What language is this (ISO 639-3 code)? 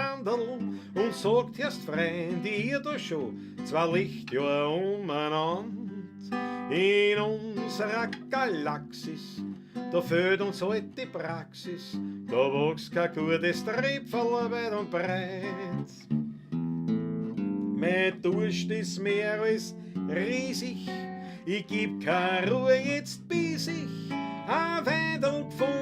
bar